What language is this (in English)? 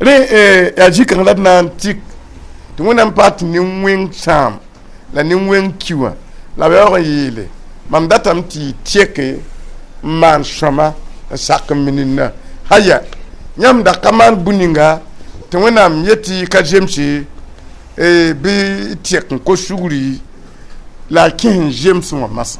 Mossi